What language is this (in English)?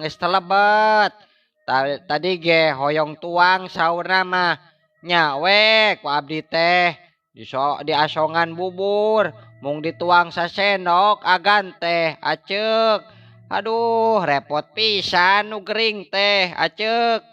Sundanese